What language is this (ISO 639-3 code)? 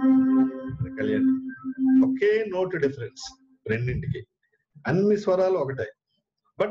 tel